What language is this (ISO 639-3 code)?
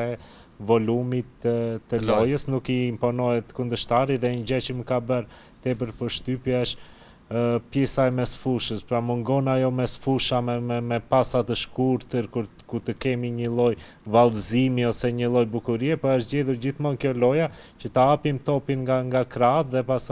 sqi